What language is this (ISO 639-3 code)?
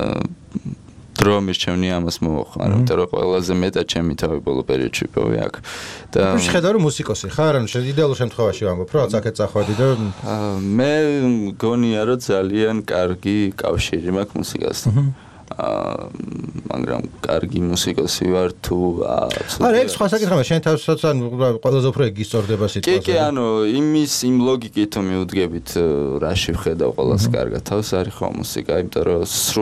kat